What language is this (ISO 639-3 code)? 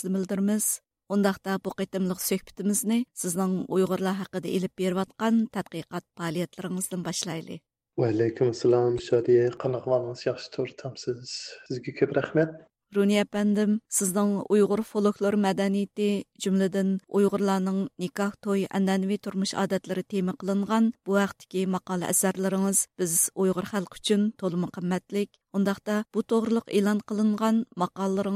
uig